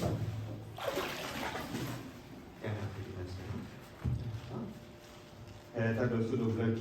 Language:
S'gaw Karen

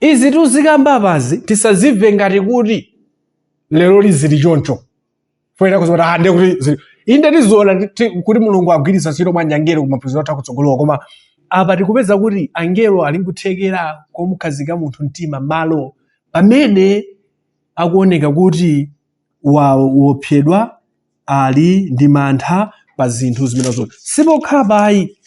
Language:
Nyanja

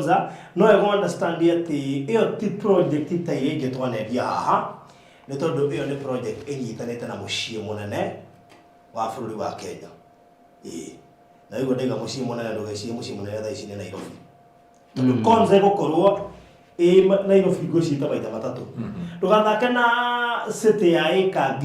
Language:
Kikuyu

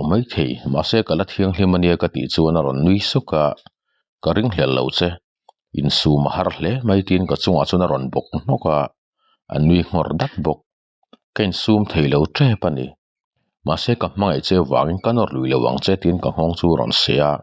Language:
Mizo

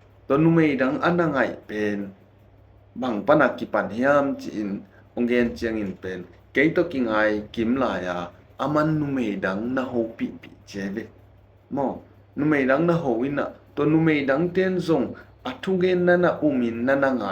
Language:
Tedim Chin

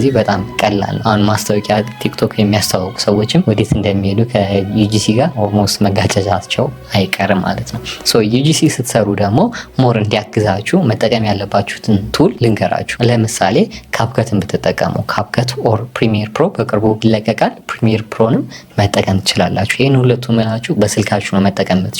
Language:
Amharic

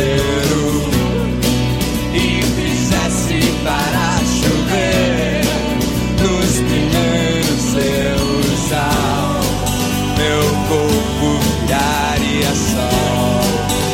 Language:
Portuguese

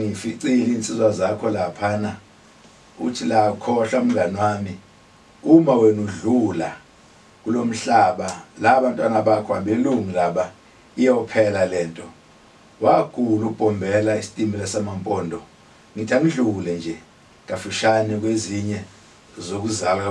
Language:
Zulu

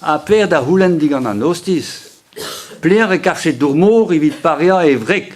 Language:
Breton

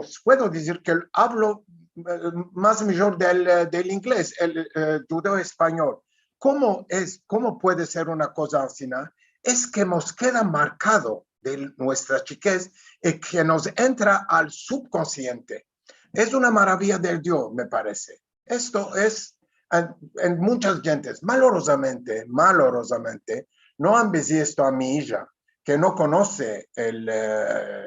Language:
Ladino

